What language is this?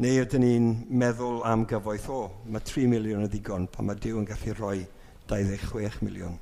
Welsh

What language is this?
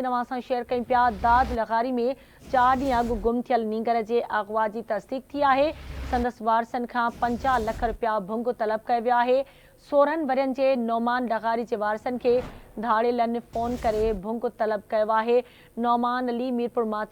Sindhi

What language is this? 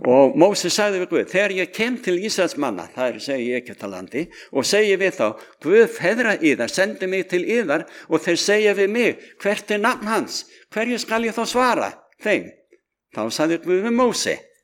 Icelandic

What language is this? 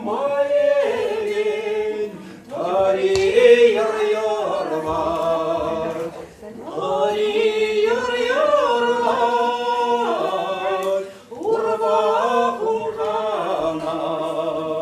Chuvash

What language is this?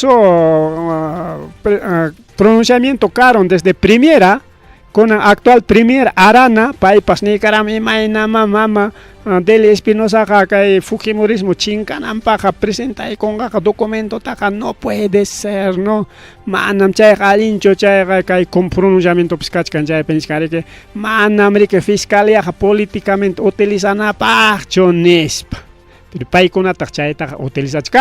Ayacucho Quechua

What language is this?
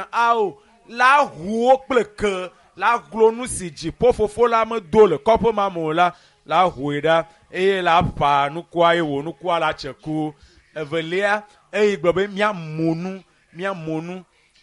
Ewe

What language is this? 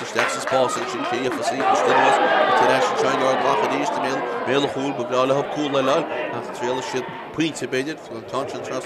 Irish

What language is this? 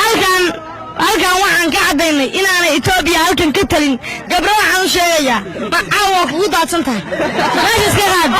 Somali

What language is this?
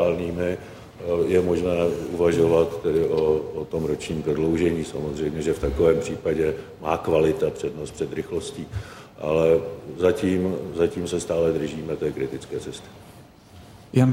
Czech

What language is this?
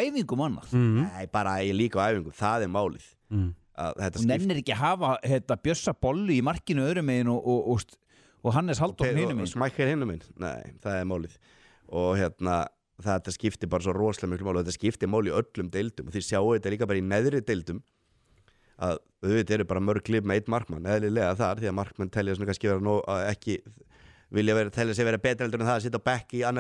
Icelandic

